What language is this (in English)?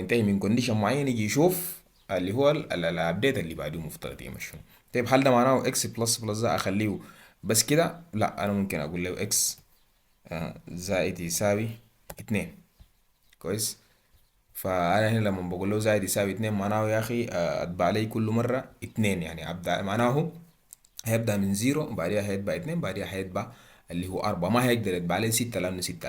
Egyptian Arabic